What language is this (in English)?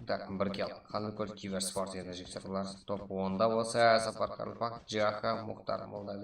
Kara-Kalpak